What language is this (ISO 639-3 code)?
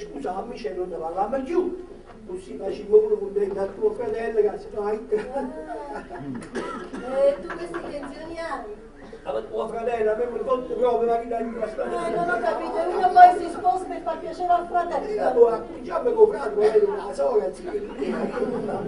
nap